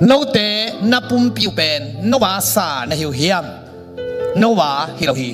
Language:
Tedim Chin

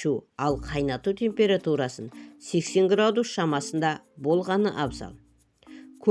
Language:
Kazakh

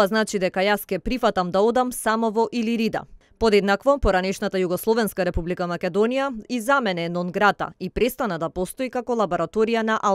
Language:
Macedonian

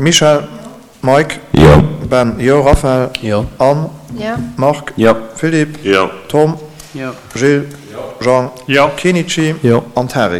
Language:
Luxembourgish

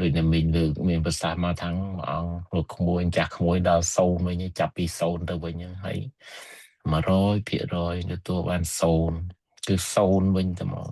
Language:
Khmer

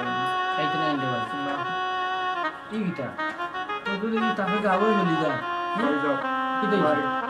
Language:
Sylheti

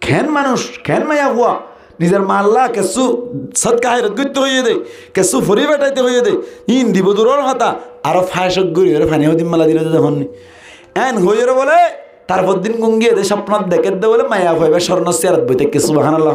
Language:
Rohingya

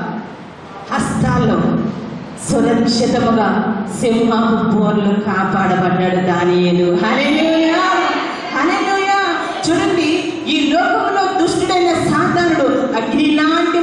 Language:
Telugu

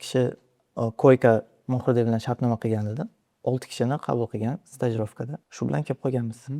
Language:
Uzbek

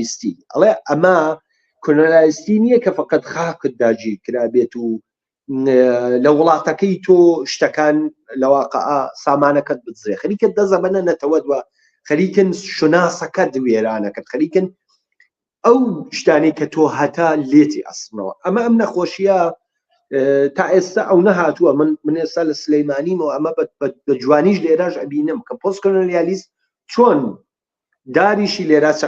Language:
Central Kurdish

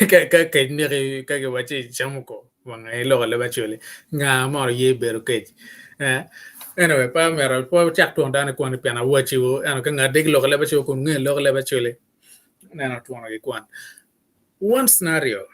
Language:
Acoli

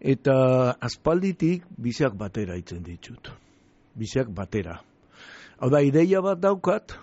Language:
Basque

